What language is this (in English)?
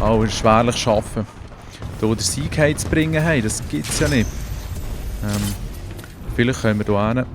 Swiss German